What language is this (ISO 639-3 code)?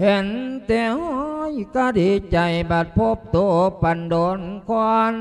lao